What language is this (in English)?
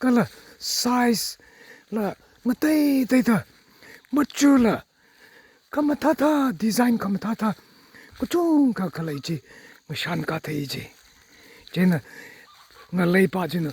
Tangkhul Naga (India)